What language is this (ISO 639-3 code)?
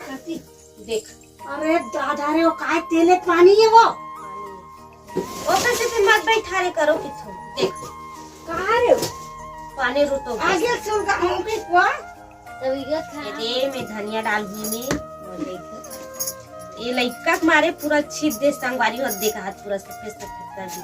hne